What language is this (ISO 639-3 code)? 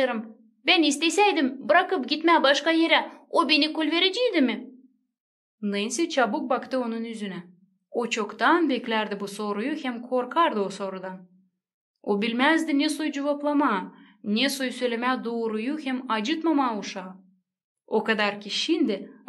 gag